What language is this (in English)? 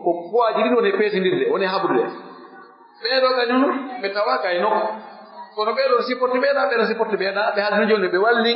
Pular